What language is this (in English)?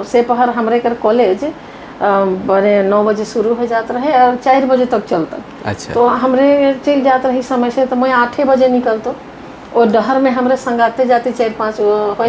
Sadri